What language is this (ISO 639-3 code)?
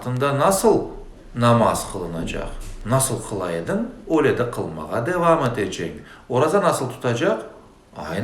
crh